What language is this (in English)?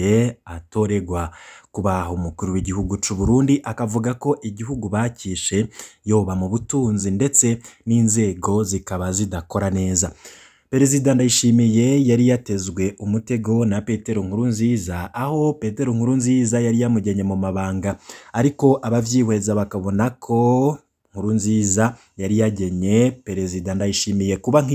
Rundi